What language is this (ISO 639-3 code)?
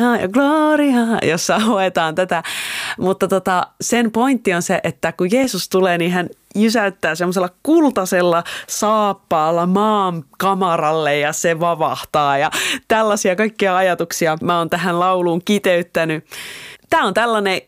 fin